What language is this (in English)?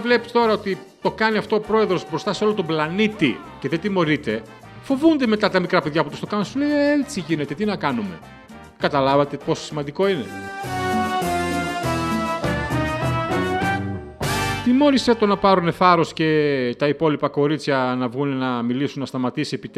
Greek